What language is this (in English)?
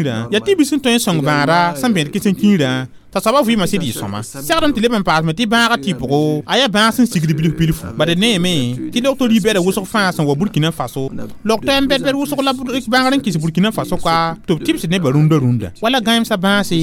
Mossi